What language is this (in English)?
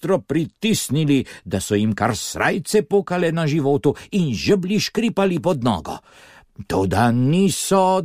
Slovenian